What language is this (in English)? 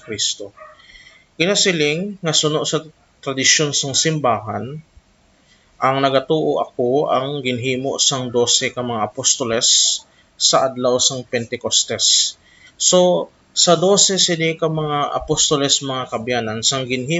Hiligaynon